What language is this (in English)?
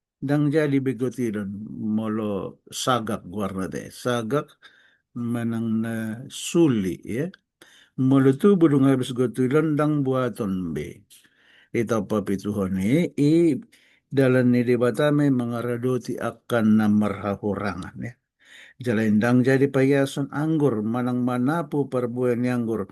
Batak Toba